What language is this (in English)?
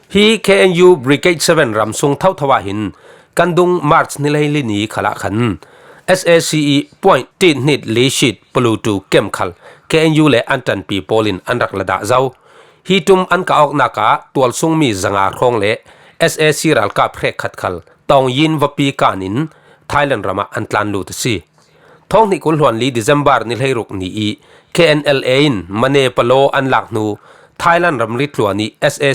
Falam Chin